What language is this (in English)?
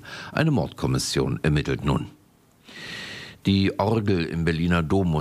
German